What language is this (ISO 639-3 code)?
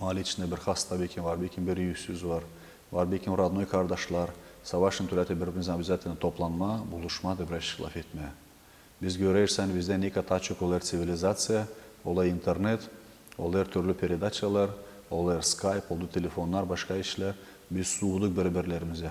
gag